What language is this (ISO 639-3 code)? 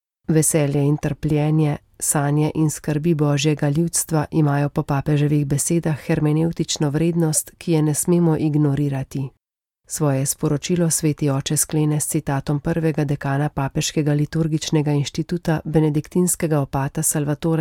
slv